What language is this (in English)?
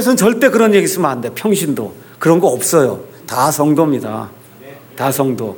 Korean